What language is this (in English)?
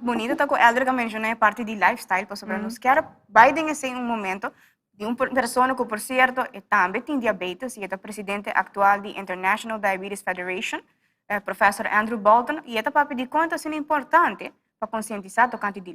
Papiamento